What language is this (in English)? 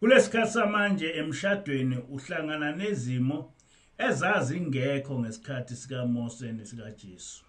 Zulu